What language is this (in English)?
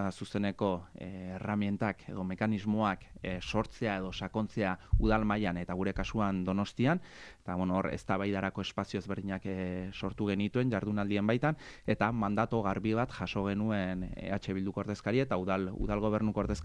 Basque